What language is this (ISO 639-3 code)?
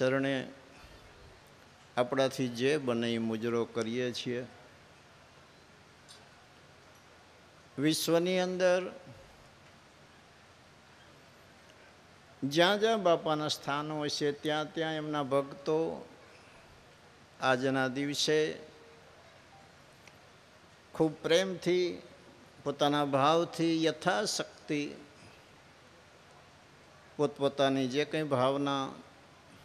guj